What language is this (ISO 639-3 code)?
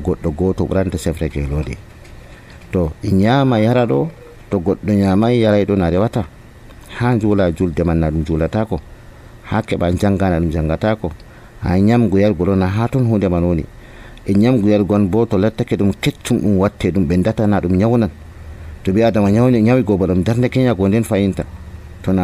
fuv